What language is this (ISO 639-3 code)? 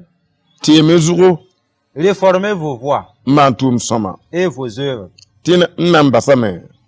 mos